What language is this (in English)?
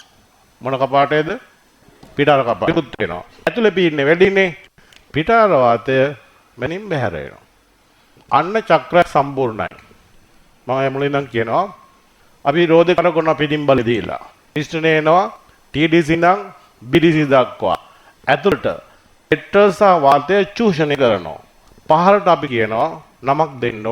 Sinhala